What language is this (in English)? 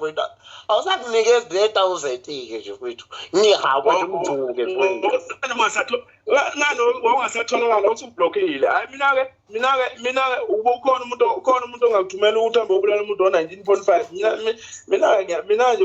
Zulu